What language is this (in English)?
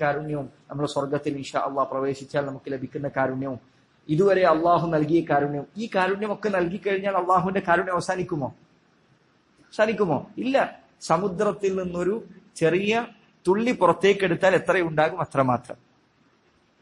Malayalam